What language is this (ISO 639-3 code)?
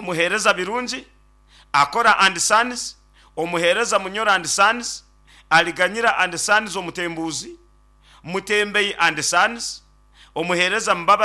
nyn